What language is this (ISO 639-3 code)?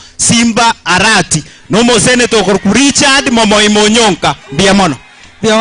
guz